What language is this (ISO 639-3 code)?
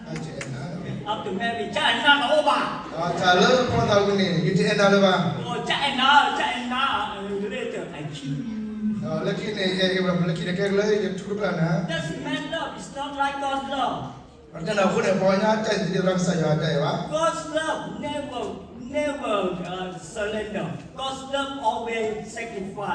ksw